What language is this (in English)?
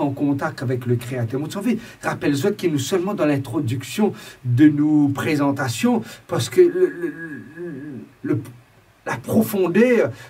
Morisyen